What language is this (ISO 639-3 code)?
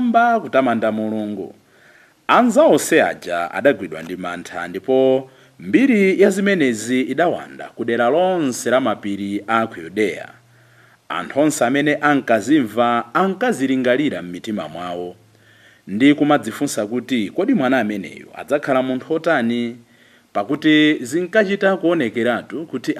nya